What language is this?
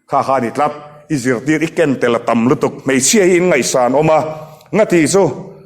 Mizo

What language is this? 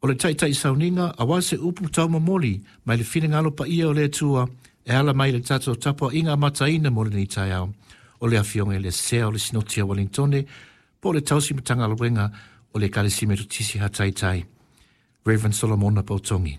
Samoan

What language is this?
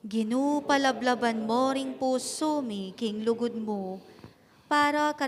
Pampanga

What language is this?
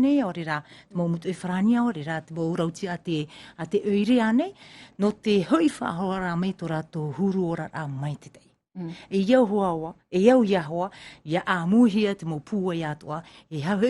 Tahitian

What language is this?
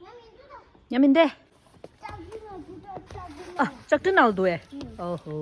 Tibetan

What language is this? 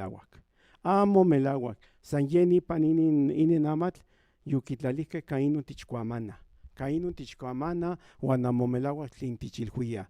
Central Nahuatl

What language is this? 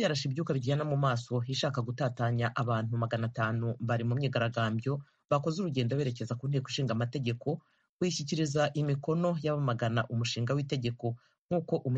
Kinyarwanda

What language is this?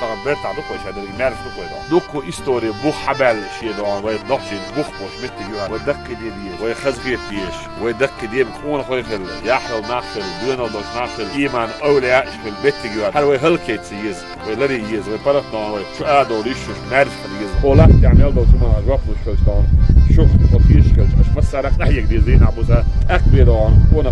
Chechen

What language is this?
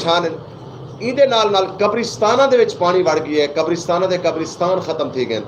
Saraiki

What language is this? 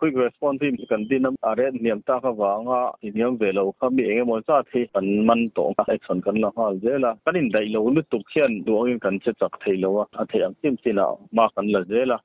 Mizo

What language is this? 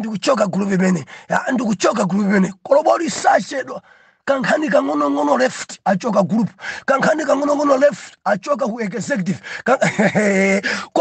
Nyanja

